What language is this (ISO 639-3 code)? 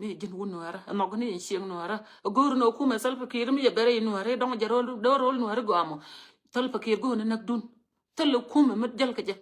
nus